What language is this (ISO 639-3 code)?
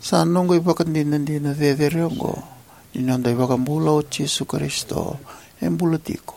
fij